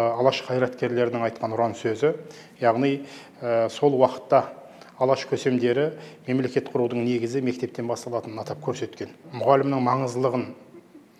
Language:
Kazakh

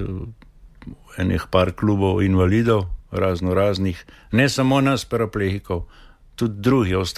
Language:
Slovenian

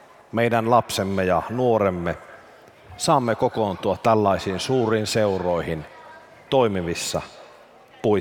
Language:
Finnish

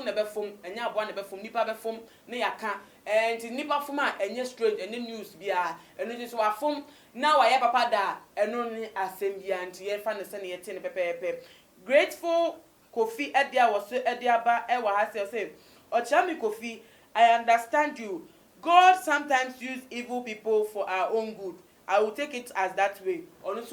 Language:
Akan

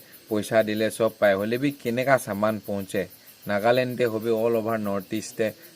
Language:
Naga Pidgin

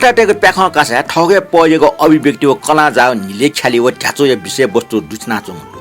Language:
Newari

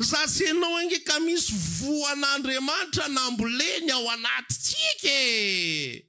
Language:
Malagasy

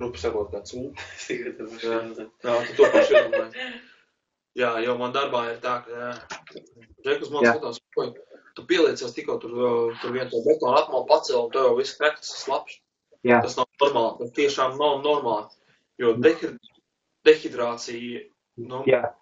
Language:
Latvian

